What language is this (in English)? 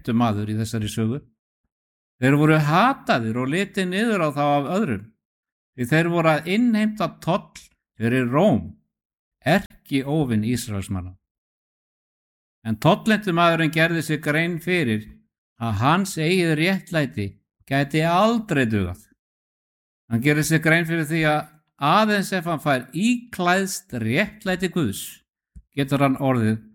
Icelandic